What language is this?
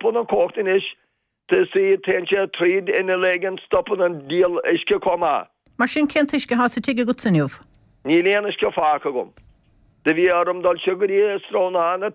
Irish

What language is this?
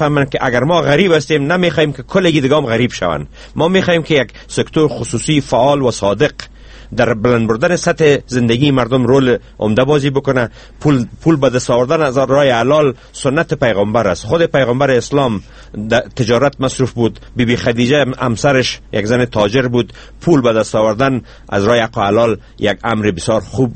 Persian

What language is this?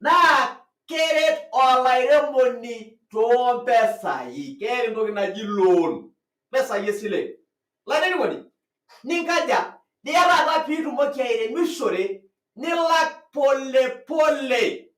Masai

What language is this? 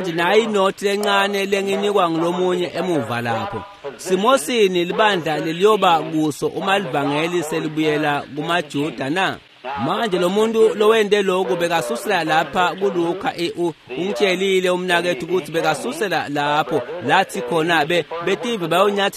Swati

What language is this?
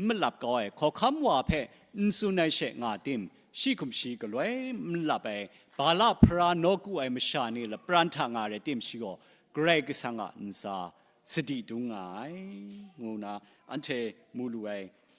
Kachin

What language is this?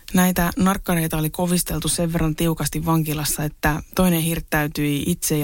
Finnish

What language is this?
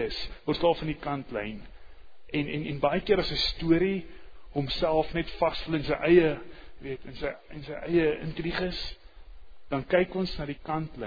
Afrikaans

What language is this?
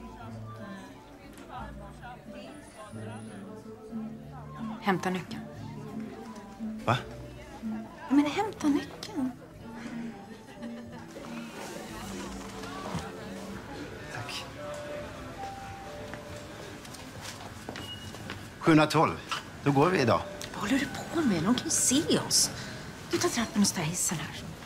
Swedish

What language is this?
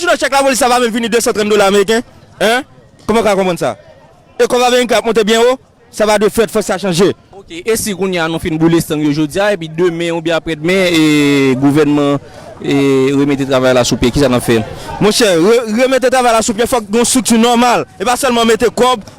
Haitian Creole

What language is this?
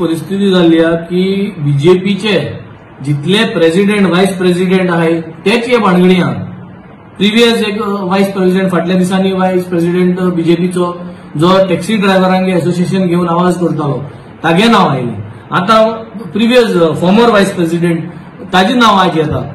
Konkani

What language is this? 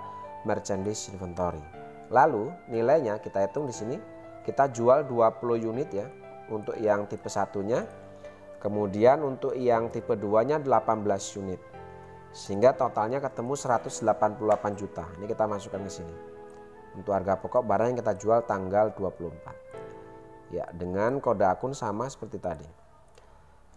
Indonesian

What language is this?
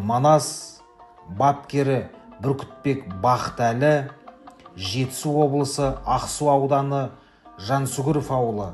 Kazakh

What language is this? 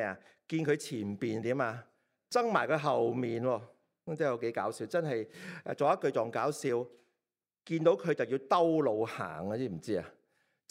Cantonese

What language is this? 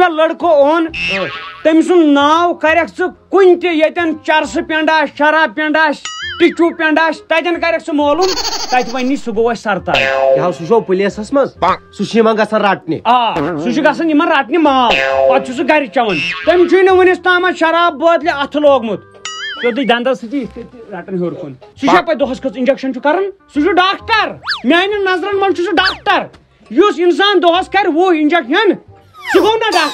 Kashmiri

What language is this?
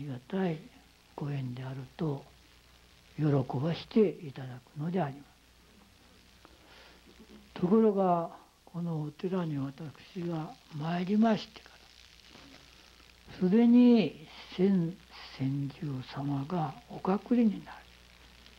Japanese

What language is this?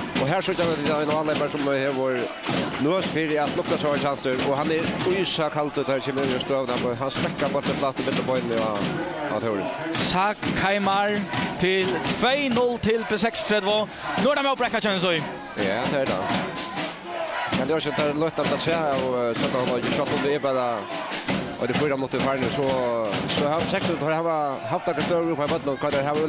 Faroese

